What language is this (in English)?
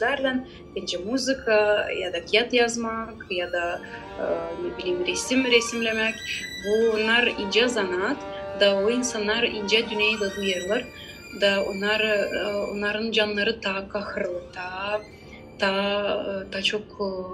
Gagauz